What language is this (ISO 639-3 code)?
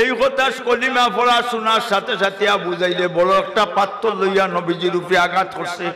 syl